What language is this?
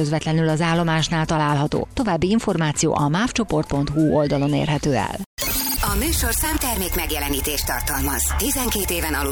Hungarian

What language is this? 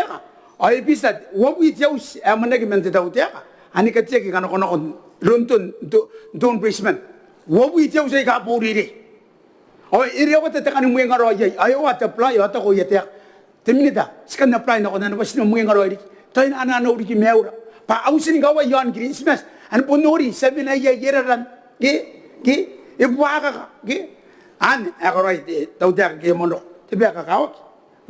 Gilbertese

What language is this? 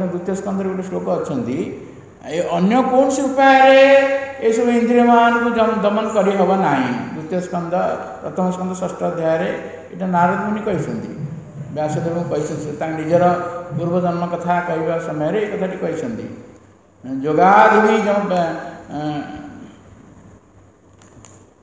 Odia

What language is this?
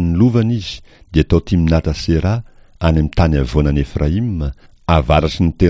Malagasy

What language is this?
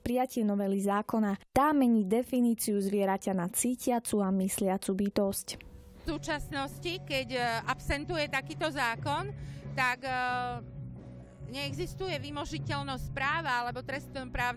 Slovak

